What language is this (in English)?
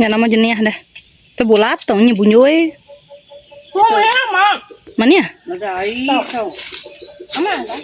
Iban